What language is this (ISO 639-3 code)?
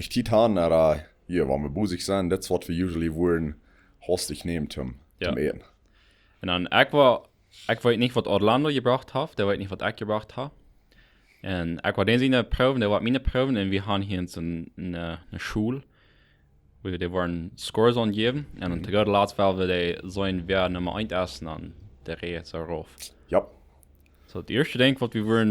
pdt